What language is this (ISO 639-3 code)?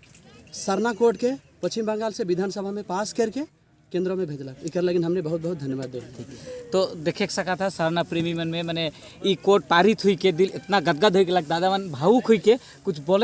sck